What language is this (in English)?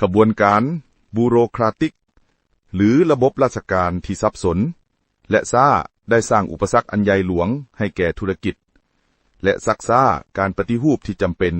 Lao